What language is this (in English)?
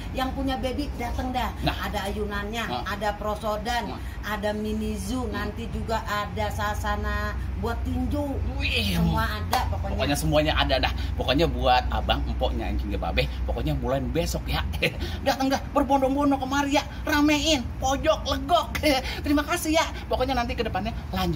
Betawi